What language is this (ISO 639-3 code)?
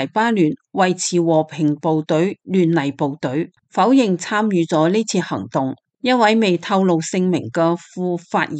yue